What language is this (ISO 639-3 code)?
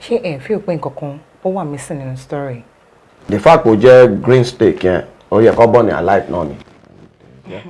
yor